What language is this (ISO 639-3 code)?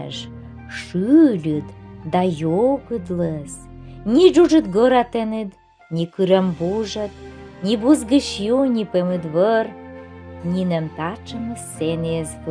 kom